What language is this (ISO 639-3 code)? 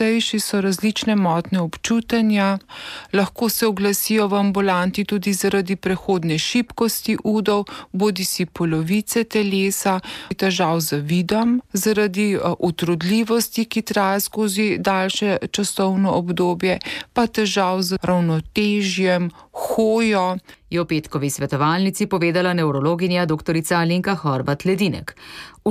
slv